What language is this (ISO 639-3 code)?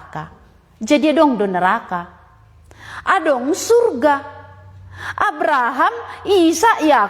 bts